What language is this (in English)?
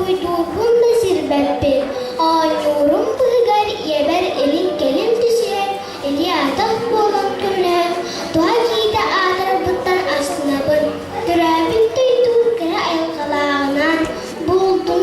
Yakut